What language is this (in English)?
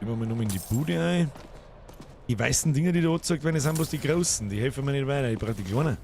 Bavarian